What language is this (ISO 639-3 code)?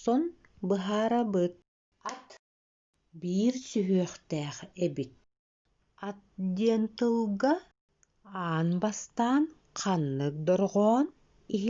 sah